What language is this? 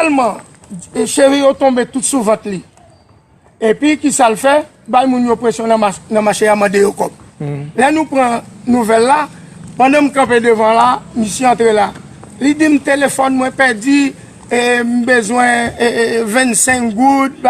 Haitian Creole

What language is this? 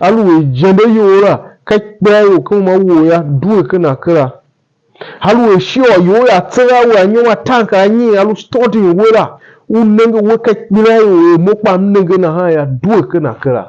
Tiv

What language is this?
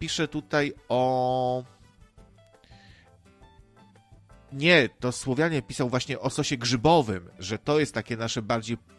Polish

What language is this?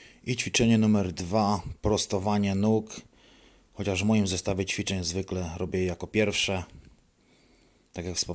Polish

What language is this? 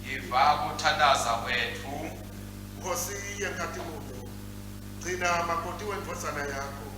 Swati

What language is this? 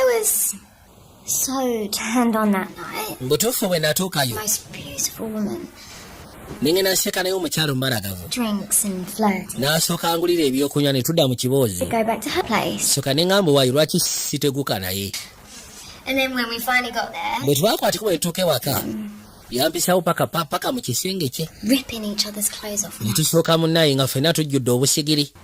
Ganda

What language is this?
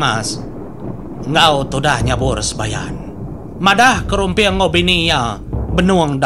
Iban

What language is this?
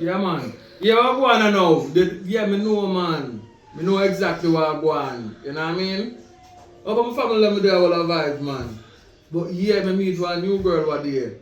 Jamaican Creole English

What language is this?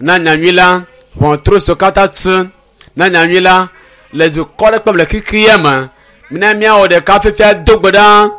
Ewe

